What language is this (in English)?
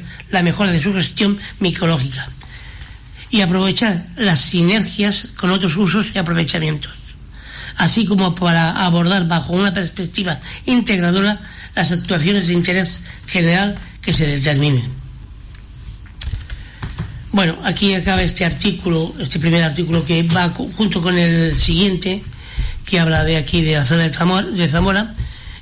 Spanish